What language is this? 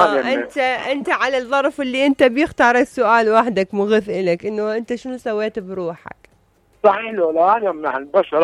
Mesopotamian Arabic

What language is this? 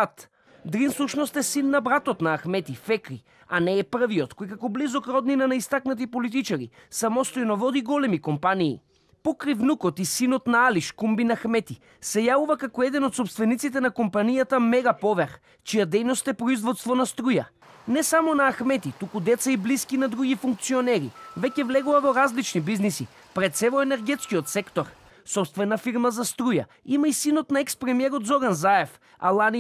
Macedonian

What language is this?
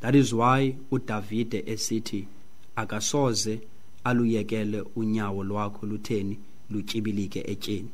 Xhosa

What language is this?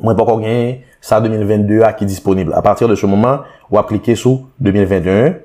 Haitian Creole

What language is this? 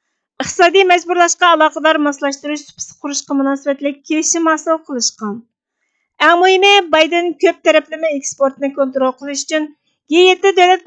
Uyghur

